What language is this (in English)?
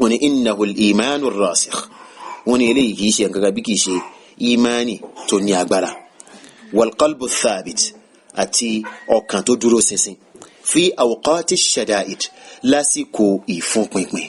Yoruba